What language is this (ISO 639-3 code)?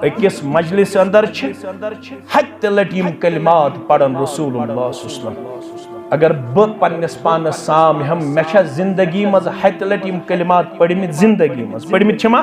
kas